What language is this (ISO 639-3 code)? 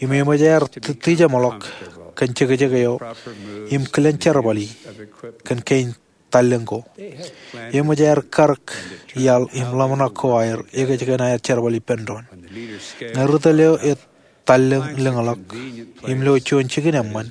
mah